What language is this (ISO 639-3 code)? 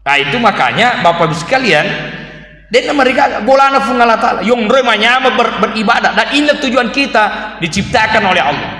bug